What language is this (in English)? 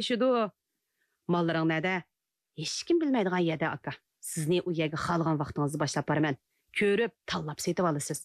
Uyghur